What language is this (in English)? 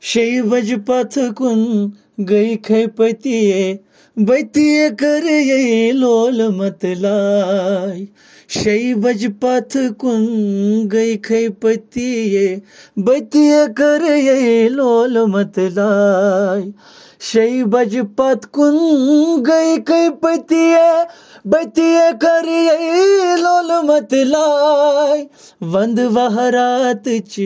Kashmiri